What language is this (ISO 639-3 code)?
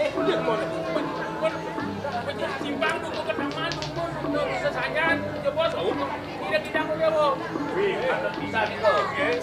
ban